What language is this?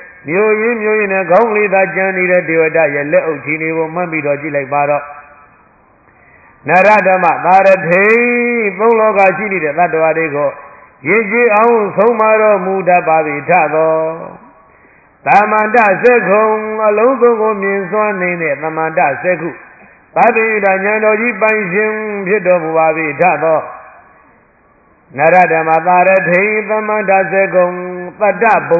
Burmese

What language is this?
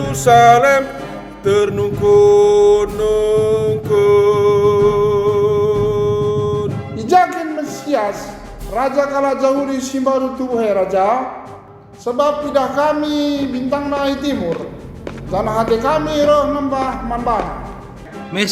Batak Karo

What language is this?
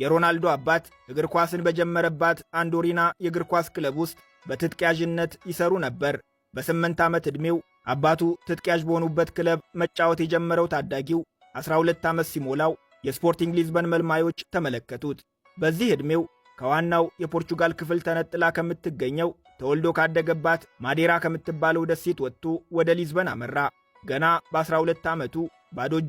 Amharic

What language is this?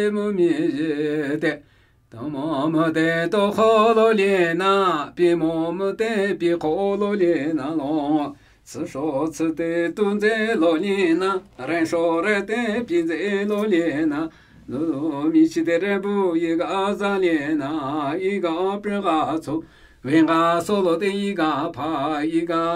Namuyi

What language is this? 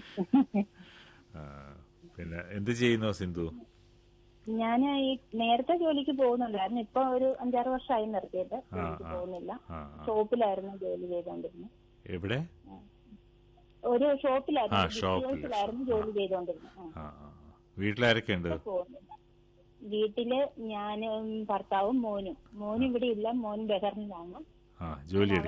Malayalam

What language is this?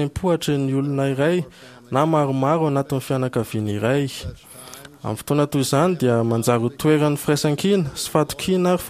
Malagasy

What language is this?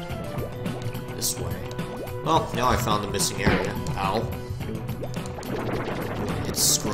English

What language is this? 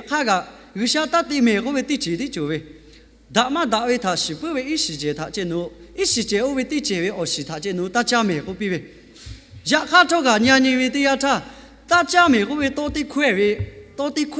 Lahu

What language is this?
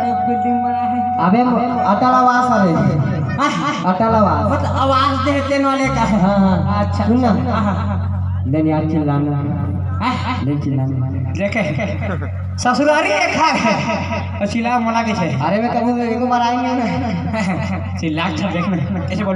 Chhattisgarhi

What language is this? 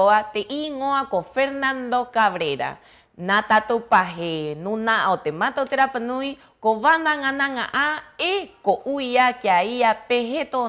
Rapanui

